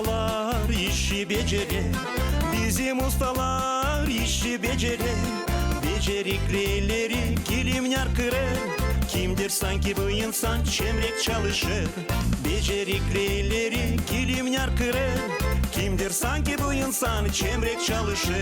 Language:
Gagauz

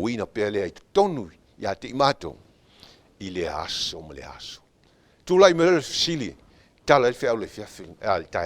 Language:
Samoan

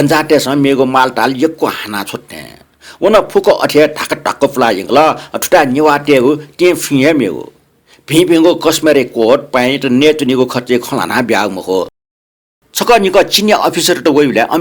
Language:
Newari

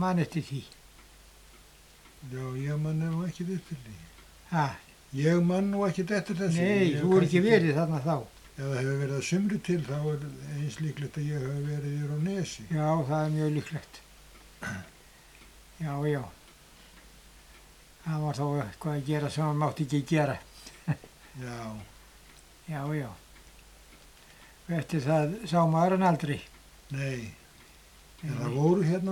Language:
Icelandic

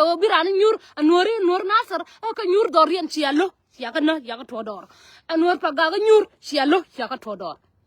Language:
Nuer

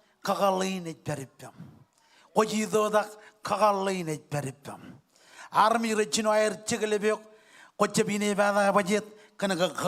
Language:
Marshallese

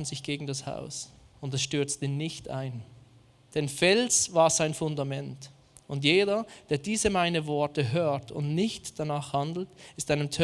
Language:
Swiss German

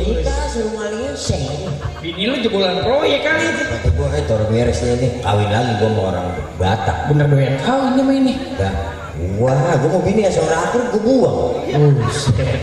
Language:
Betawi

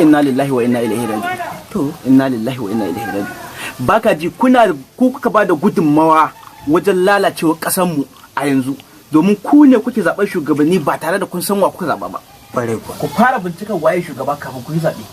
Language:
Hausa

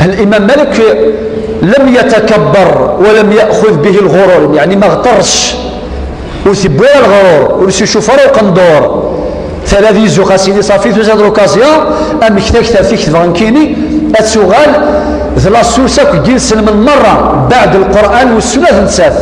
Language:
Kabyle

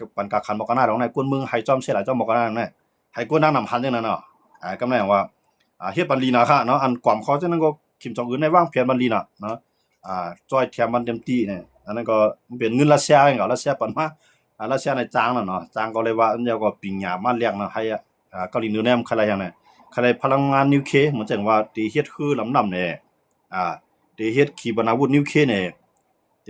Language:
Shan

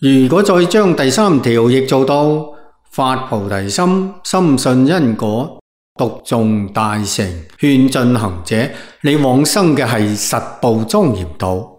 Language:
Cantonese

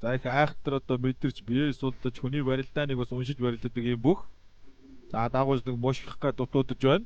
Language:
Mongolian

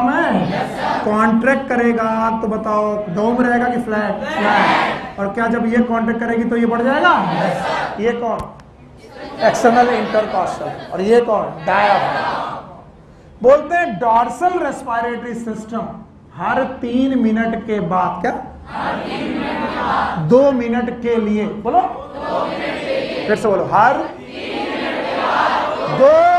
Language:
Hindi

